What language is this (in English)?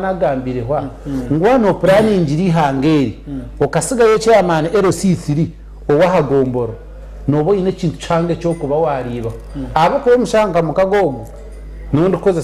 Nyankole